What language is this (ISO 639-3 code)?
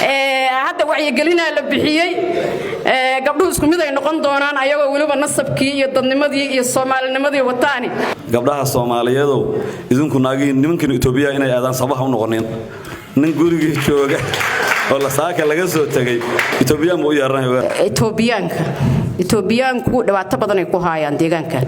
som